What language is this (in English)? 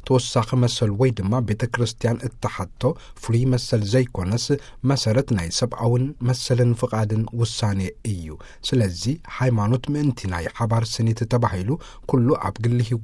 Tigrinya